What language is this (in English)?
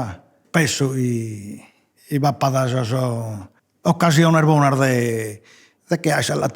Sardinian